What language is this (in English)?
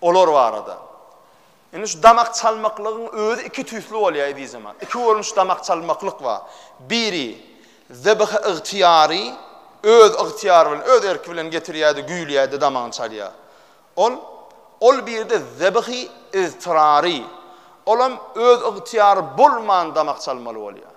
Turkmen